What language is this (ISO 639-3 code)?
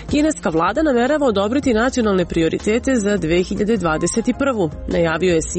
srp